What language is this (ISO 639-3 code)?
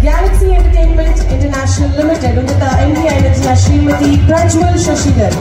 tcy